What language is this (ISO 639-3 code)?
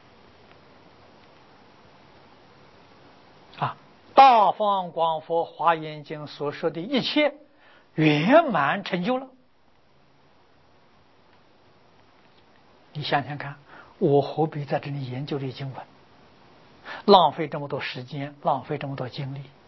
zho